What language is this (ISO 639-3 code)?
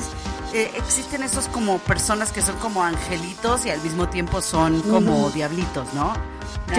spa